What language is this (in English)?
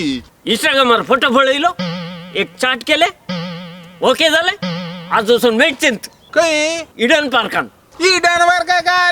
Konkani